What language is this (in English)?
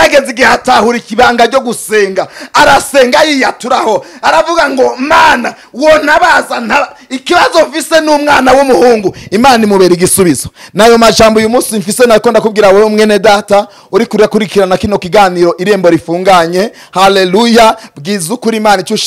Rundi